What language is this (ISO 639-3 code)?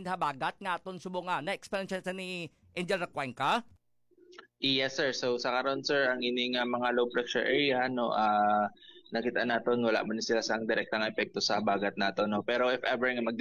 hil